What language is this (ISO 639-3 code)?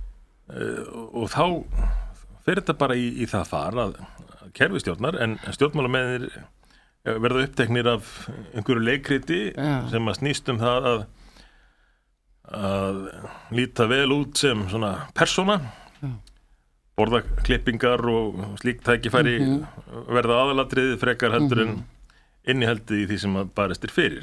isl